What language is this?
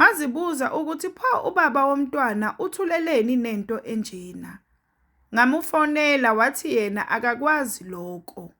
Zulu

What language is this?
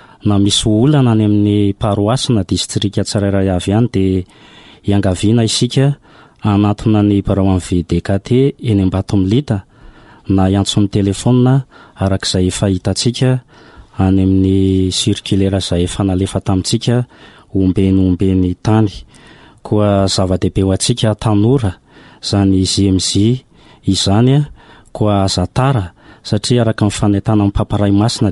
Malagasy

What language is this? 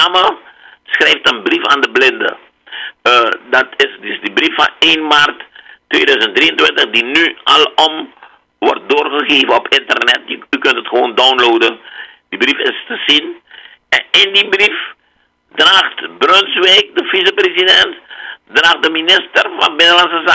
Dutch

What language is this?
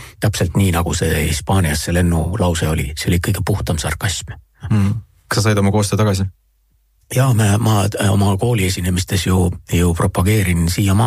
Estonian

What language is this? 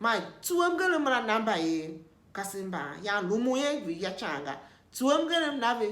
Tiv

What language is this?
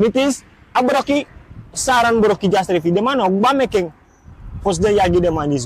Sranan Tongo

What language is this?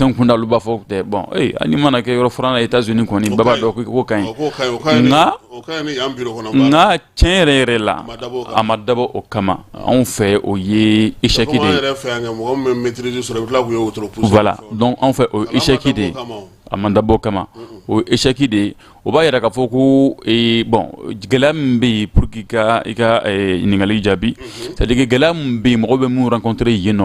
Bambara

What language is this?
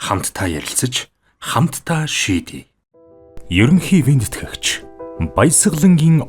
Mongolian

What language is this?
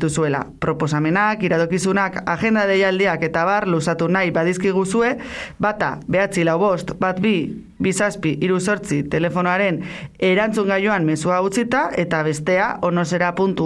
Basque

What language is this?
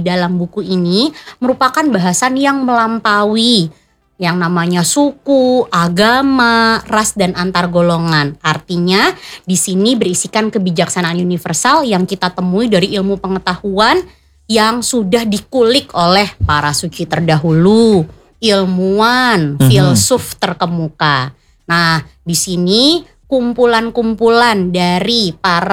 Indonesian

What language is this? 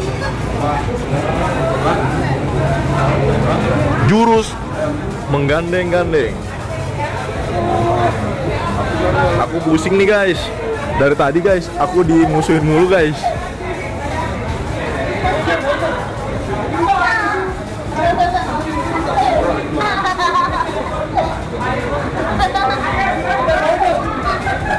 Indonesian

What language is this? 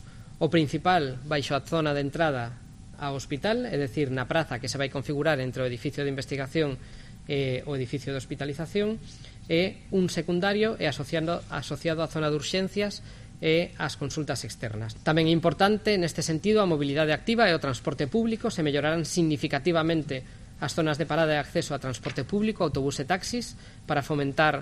Galician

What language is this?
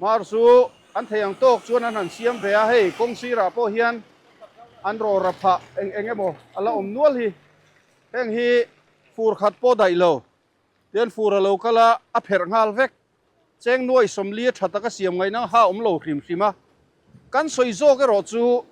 Mizo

